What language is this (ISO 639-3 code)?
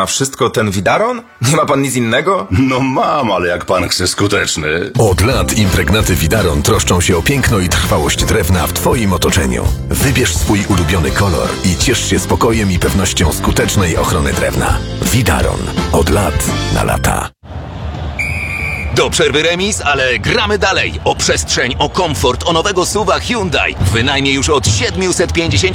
pol